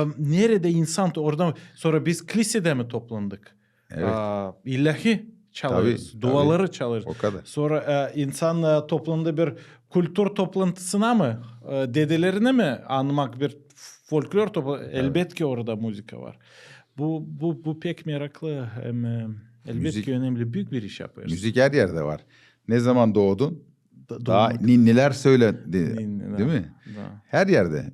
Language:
Gagauz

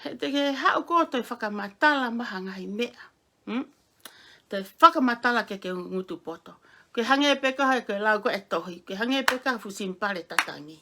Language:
Tongan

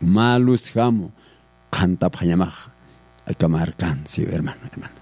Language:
Aymara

